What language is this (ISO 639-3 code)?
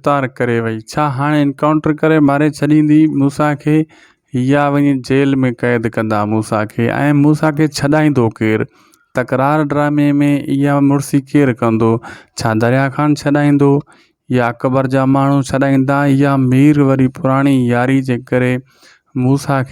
snd